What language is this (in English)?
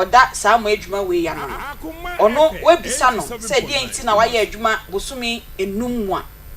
Akan